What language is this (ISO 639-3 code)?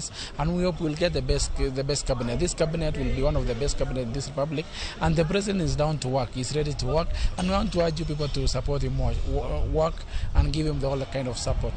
luo